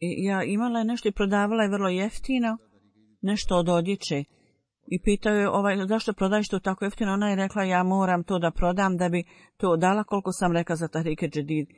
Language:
Bosnian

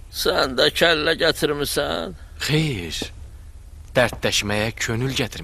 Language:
Azerbaijani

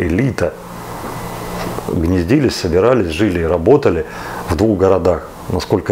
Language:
Russian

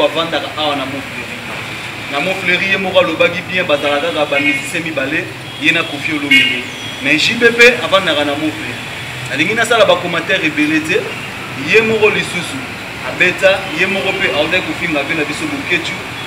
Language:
Lingala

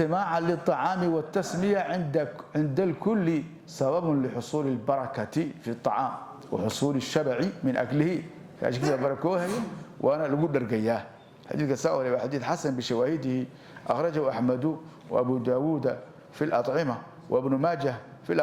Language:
Somali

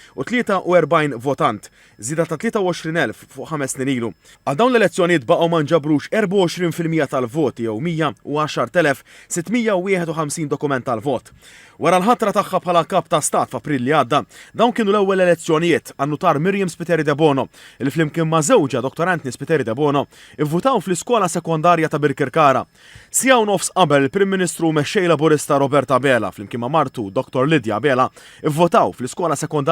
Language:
Maltese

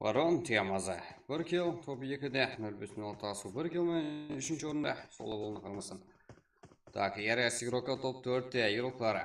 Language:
Kara-Kalpak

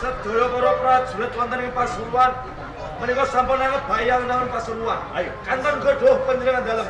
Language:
Javanese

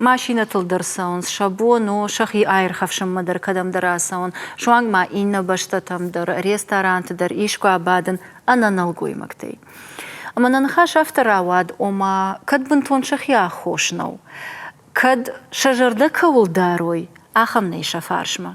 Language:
Ossetic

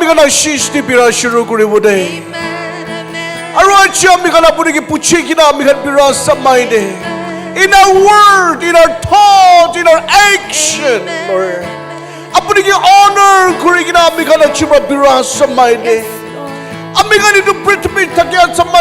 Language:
Naga Pidgin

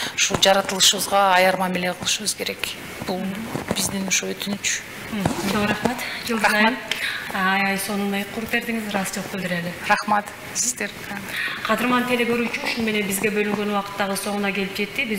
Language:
Kyrgyz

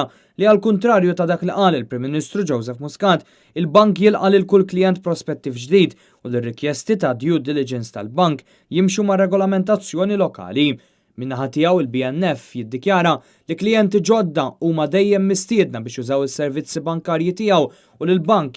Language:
Maltese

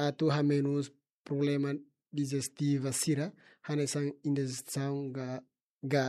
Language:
Tetum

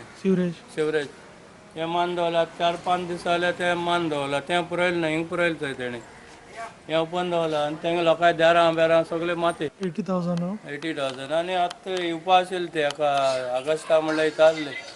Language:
Konkani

